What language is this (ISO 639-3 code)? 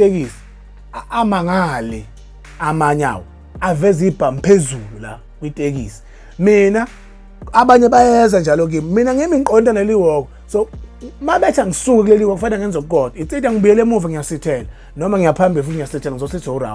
zul